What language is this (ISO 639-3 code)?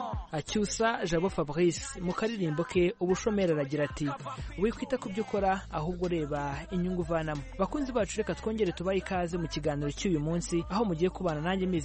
kin